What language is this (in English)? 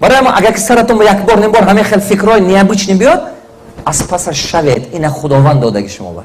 Tajik